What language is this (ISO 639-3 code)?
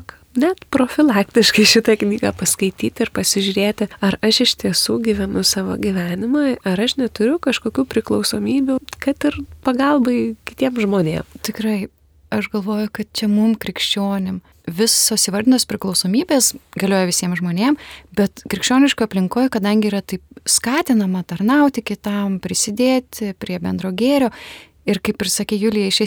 lit